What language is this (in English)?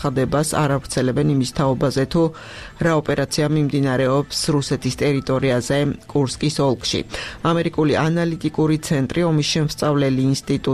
Georgian